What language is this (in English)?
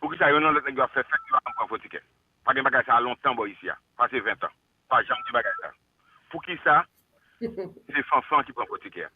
Haitian Creole